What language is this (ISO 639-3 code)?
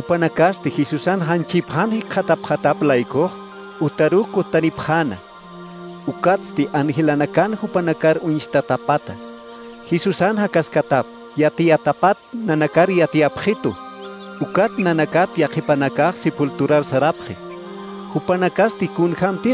aym